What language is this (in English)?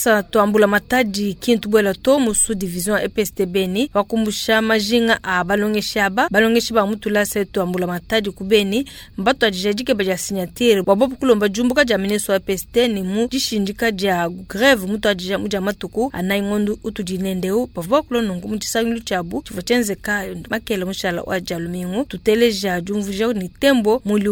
Luba-Lulua